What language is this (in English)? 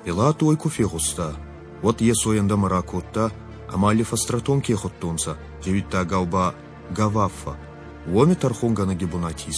Ossetic